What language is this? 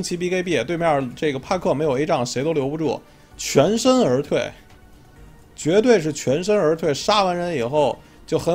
Chinese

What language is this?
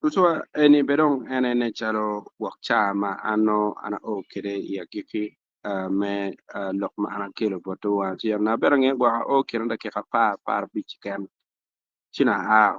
Acoli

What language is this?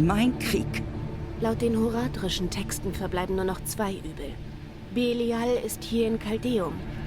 Swiss German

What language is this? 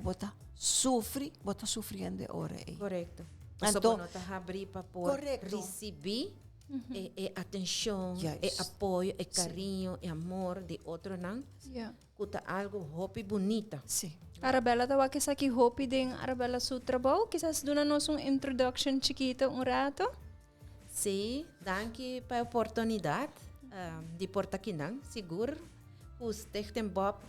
Papiamento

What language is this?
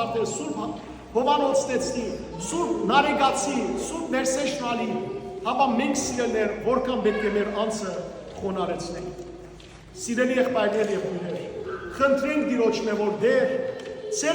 Western Armenian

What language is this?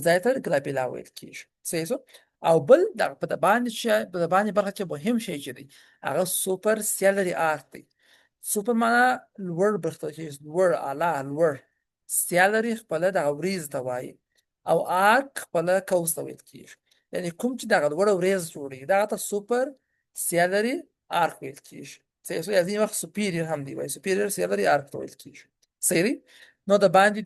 Pashto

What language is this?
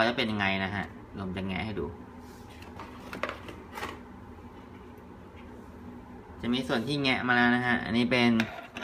Thai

